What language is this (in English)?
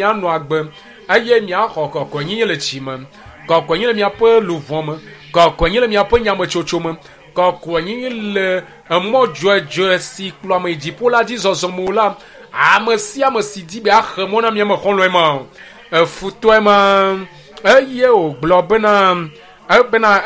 Ewe